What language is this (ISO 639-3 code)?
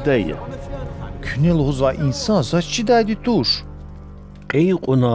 lez